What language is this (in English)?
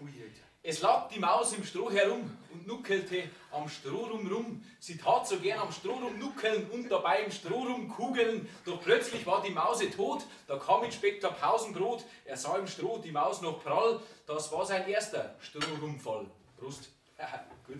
Bavarian